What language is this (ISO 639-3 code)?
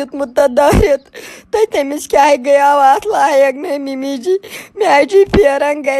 kas